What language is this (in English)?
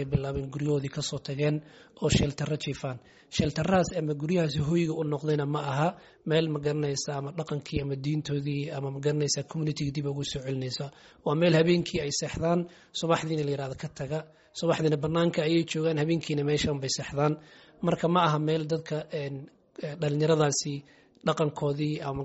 Somali